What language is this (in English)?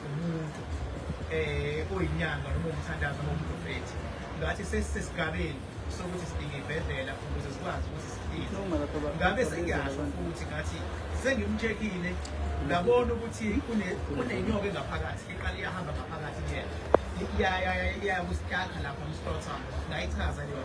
Zulu